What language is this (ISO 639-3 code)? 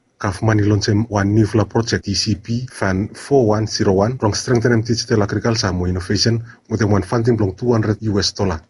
bis